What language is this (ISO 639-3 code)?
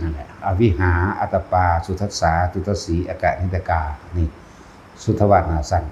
tts